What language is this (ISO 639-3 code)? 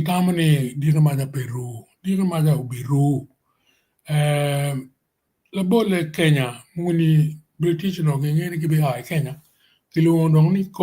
ach